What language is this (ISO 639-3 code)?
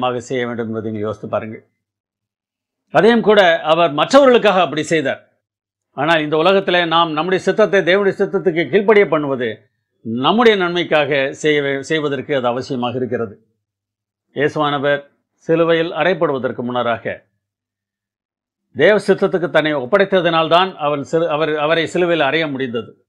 tam